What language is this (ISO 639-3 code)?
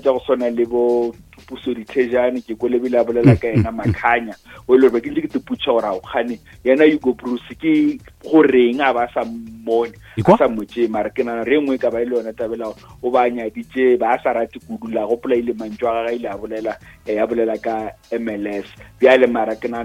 nso